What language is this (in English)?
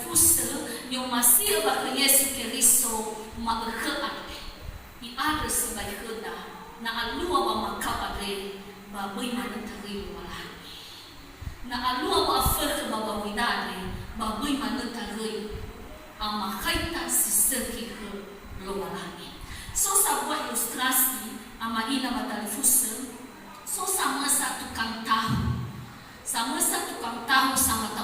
Nias